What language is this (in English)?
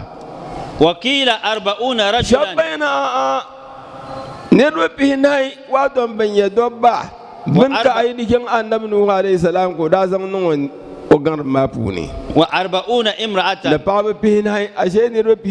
Dagbani